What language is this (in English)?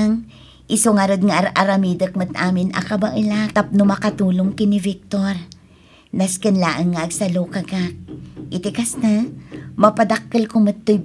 Iloko